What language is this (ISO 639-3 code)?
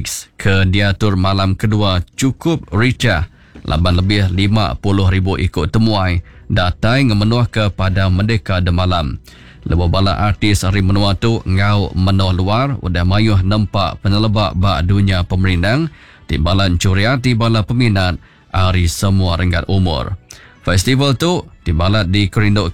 iba